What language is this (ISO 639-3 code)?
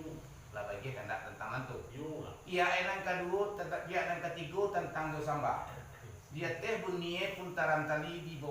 min